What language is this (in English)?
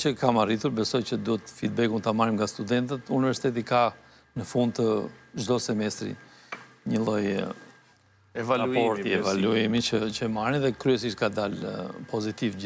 Albanian